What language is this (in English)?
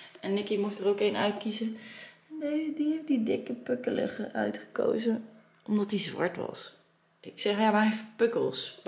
Dutch